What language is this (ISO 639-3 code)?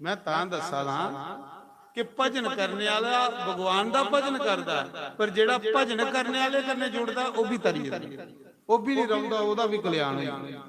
doi